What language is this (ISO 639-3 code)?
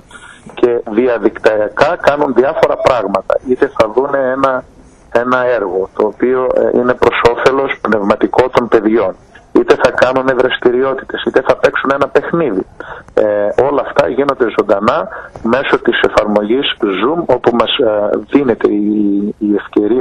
ell